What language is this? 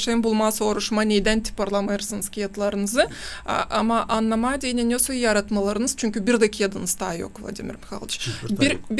Gagauz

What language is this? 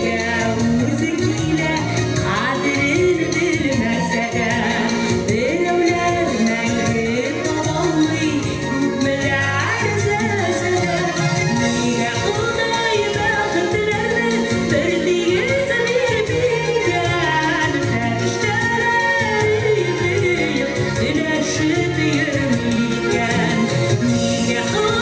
Tatar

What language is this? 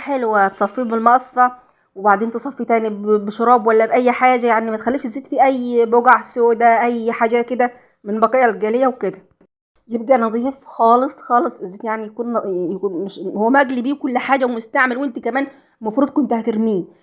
Egyptian Arabic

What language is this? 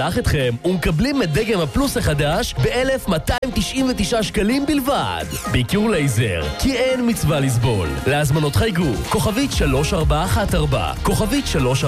Hebrew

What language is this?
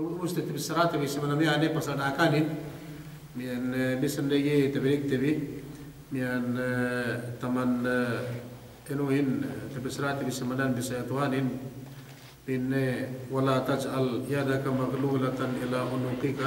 Yakan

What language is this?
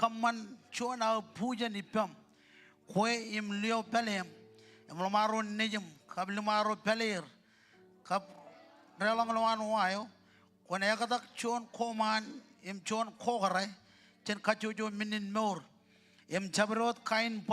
Marshallese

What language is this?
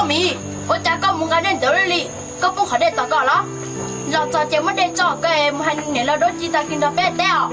Hmong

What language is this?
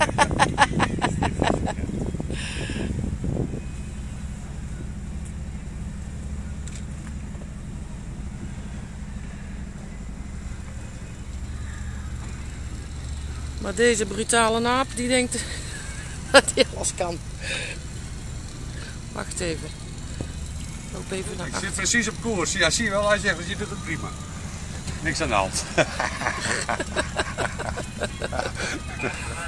Dutch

